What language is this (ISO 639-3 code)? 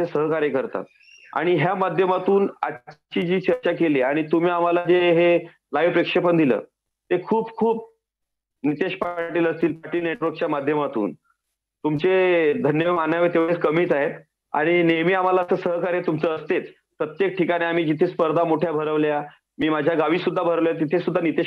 mar